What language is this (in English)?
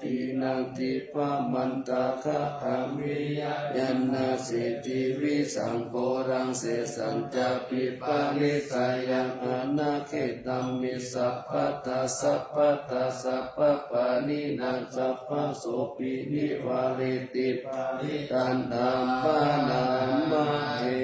Pali